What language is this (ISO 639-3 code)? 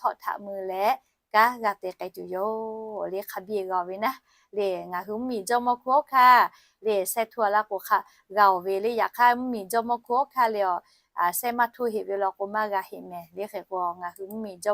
lhu